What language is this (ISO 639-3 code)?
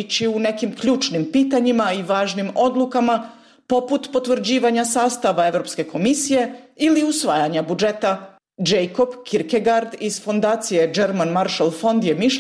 bos